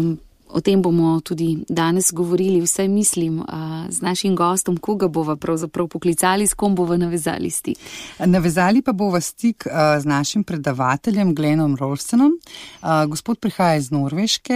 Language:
Slovenian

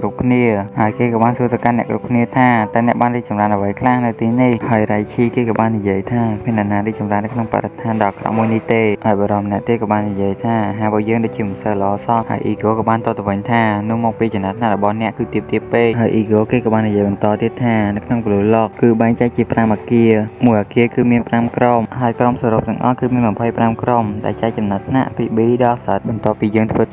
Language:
Khmer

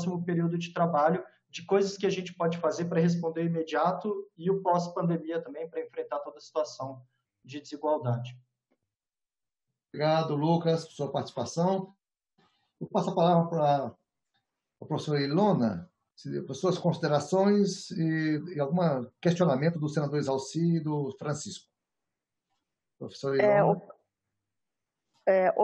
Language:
Portuguese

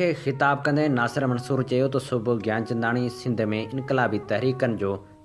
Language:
Sindhi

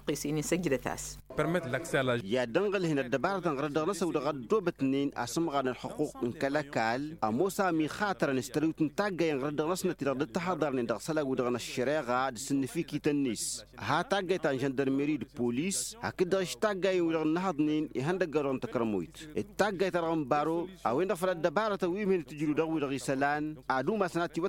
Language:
Tamasheq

